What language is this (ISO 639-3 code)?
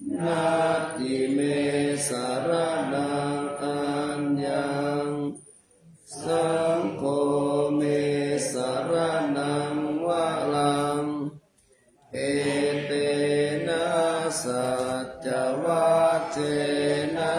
pli